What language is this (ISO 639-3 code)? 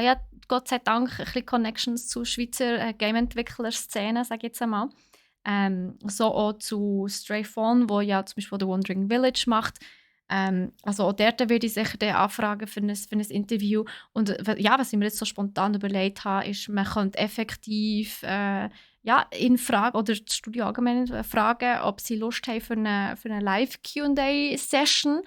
gsw